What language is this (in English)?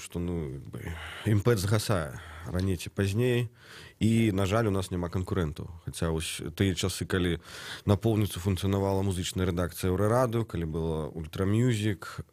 Belarusian